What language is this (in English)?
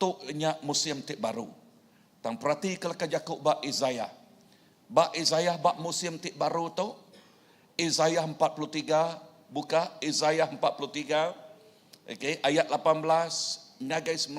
Iban